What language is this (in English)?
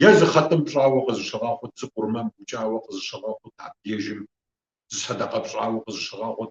Kabardian